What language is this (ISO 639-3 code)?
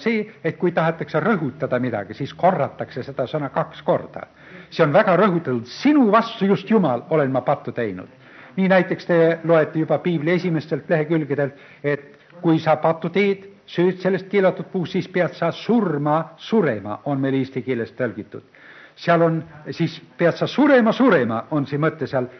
est